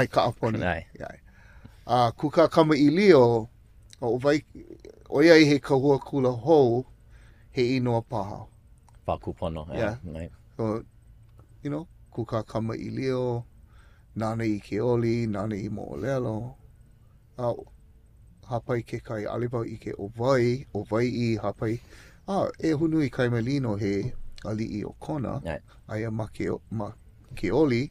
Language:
Hawaiian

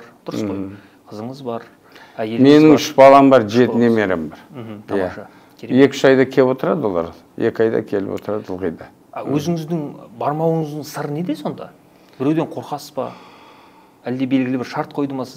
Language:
Kazakh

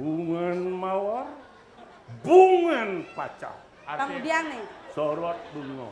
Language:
Balinese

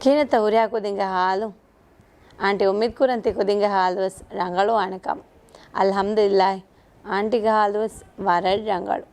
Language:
Divehi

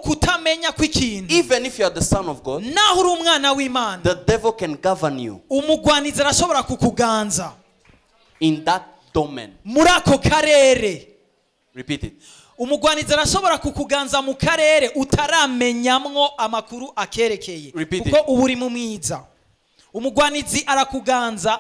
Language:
Rundi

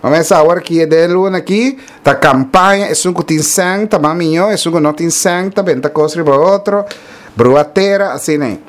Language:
Papiamento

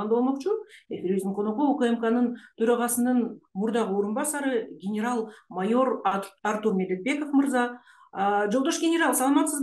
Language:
Kyrgyz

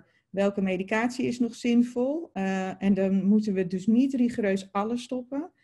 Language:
Dutch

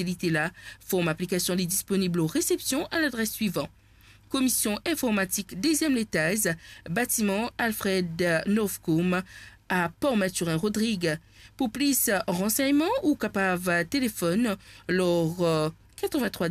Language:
Morisyen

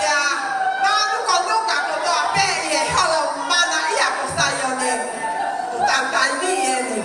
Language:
Tongan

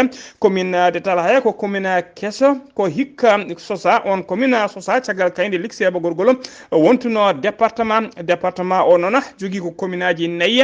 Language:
Fula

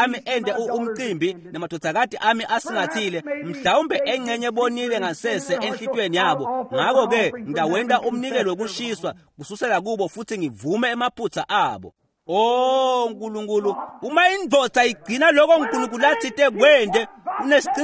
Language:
Swati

